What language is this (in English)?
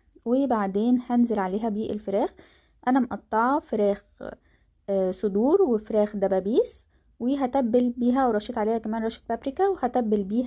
Egyptian Arabic